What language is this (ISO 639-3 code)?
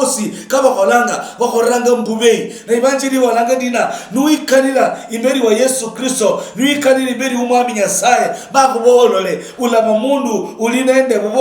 luy